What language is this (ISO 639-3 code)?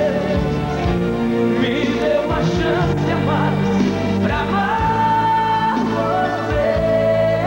por